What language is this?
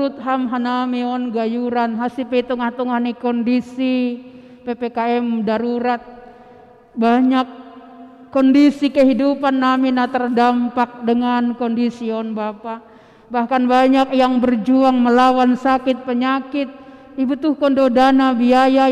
Batak Simalungun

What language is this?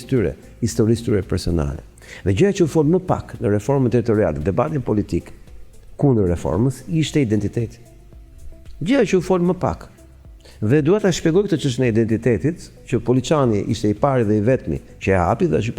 Albanian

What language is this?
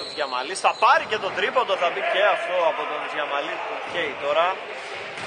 Greek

